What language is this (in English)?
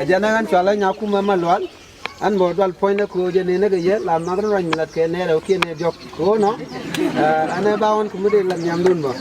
Nuer